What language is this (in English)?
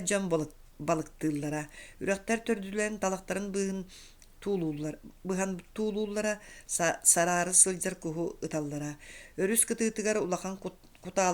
Yakut